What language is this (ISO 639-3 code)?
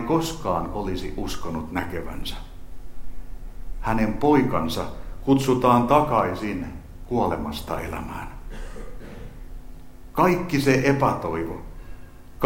fin